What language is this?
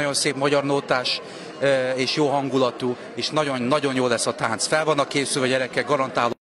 Hungarian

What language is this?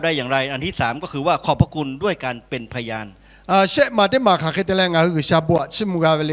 Lahu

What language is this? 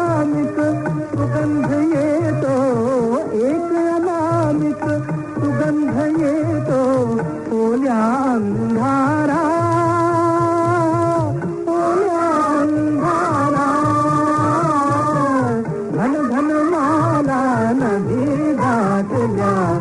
Marathi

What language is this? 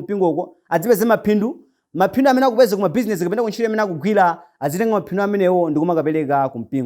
Nyanja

